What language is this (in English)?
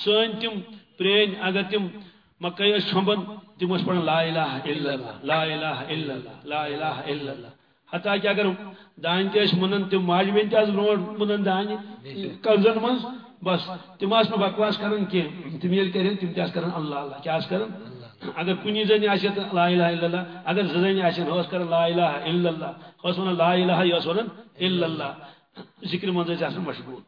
Kashmiri